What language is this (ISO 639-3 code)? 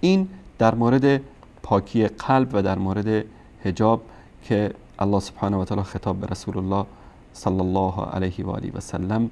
fas